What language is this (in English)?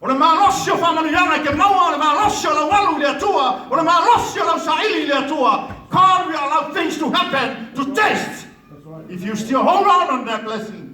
Samoan